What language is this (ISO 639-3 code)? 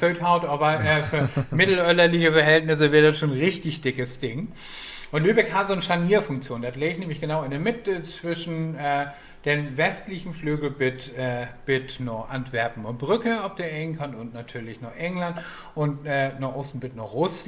nds